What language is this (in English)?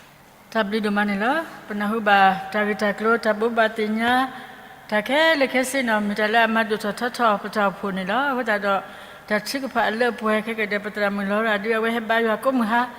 S'gaw Karen